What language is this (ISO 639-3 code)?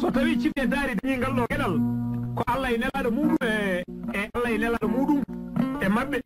ful